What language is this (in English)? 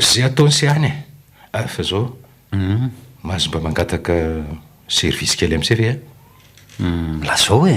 Malagasy